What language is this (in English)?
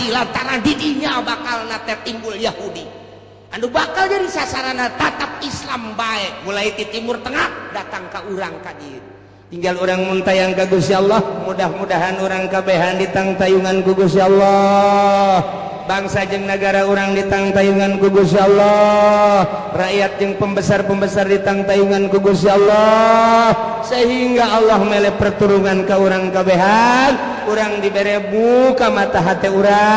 Sundanese